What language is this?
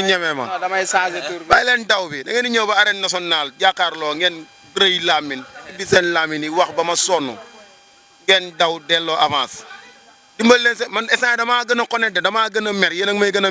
Wolof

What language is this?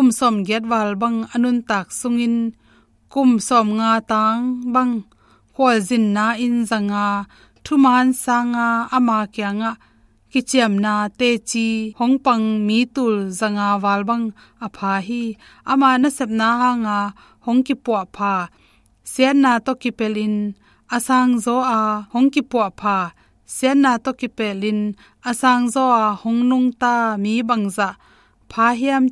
Tedim Chin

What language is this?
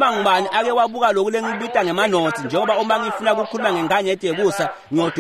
Swati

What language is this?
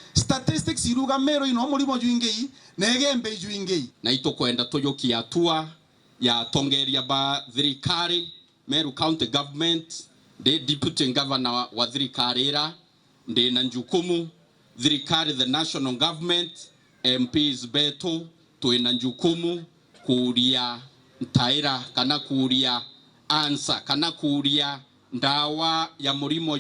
Meru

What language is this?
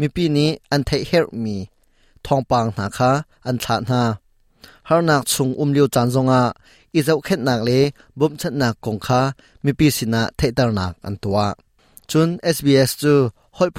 Hakha Chin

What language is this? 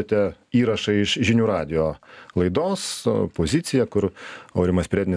Lithuanian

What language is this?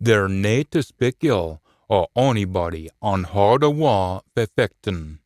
Scots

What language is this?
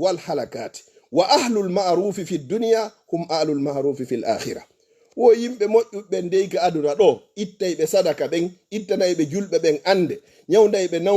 Fula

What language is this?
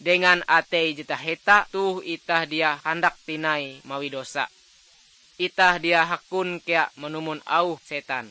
Ngaju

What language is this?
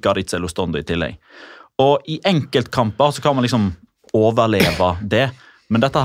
Norwegian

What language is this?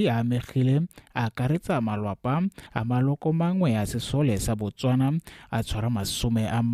Tswana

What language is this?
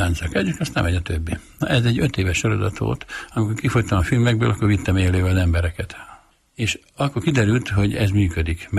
Hungarian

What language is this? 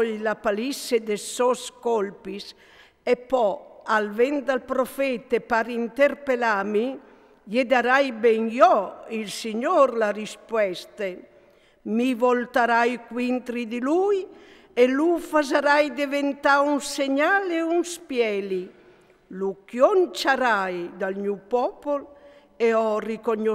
Friulian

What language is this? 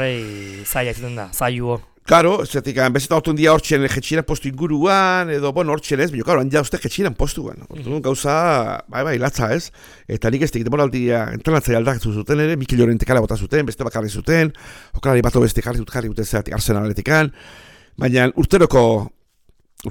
Basque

